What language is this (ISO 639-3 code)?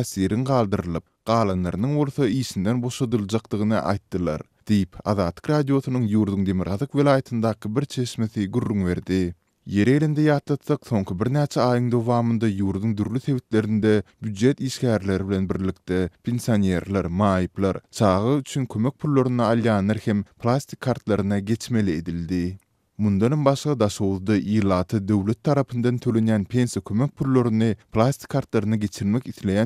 tuk